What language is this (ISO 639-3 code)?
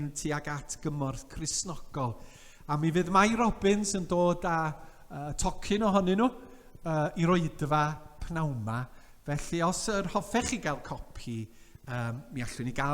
cym